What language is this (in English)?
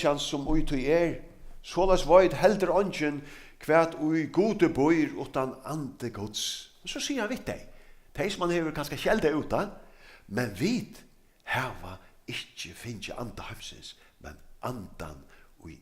Faroese